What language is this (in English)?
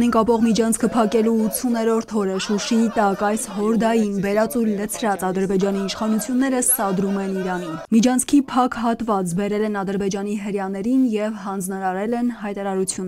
Armenian